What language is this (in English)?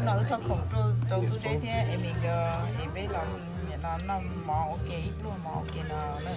Hmong